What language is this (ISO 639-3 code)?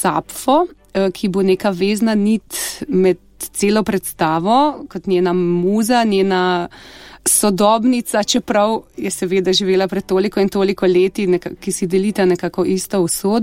slv